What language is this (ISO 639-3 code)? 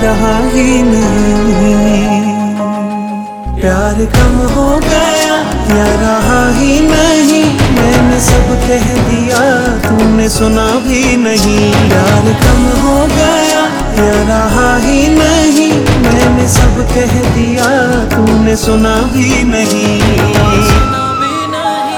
hin